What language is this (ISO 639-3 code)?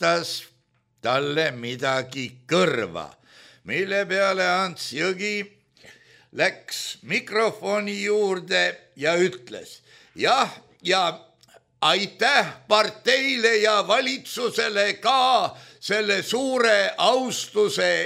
est